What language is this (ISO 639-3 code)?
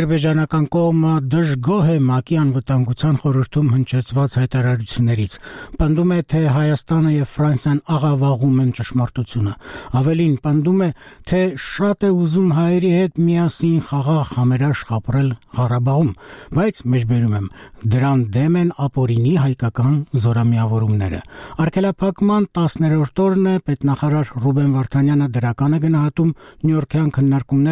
hye